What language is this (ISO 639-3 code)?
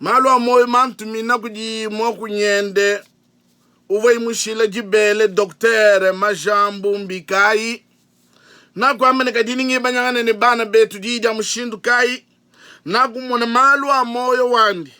lua